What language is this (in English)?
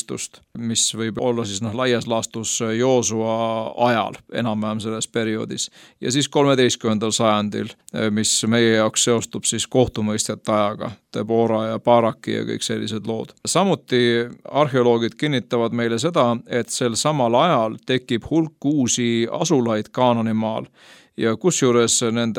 Estonian